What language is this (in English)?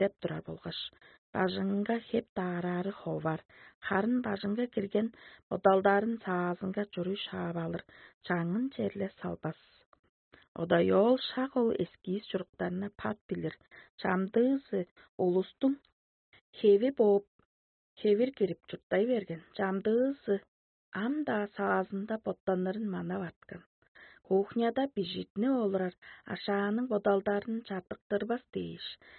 Tuvinian